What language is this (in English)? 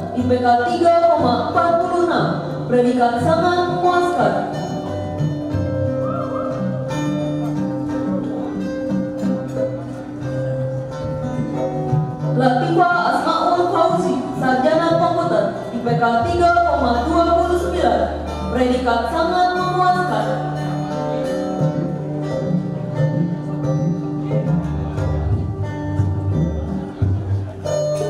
Indonesian